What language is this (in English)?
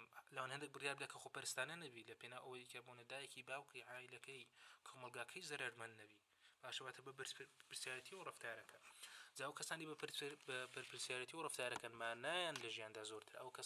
Central Kurdish